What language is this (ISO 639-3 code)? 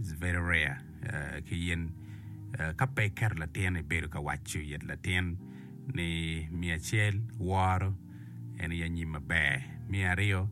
ach